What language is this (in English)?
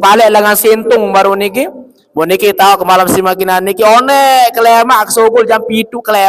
Sasak